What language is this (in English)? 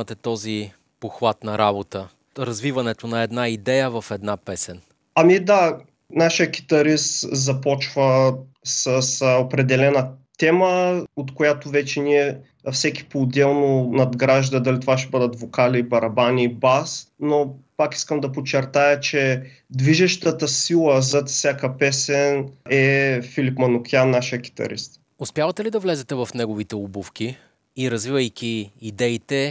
Bulgarian